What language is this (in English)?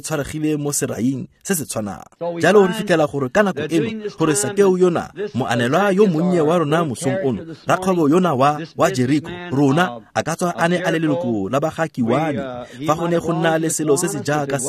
Tswana